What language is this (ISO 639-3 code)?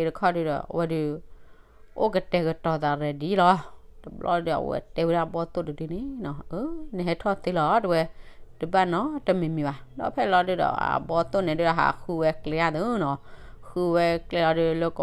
ksw